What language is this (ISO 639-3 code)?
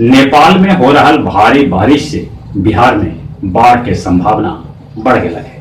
mag